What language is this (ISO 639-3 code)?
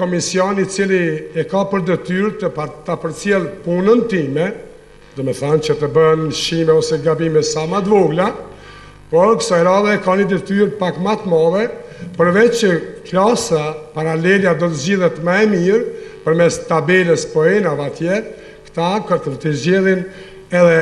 sqi